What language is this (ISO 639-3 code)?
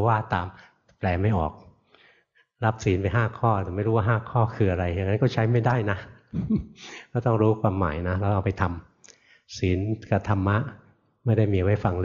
tha